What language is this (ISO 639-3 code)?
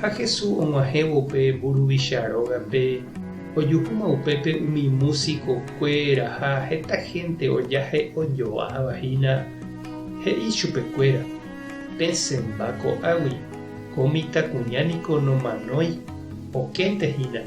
grn